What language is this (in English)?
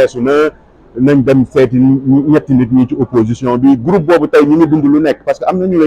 Wolof